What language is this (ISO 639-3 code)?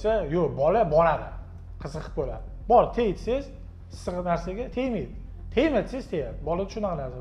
uzb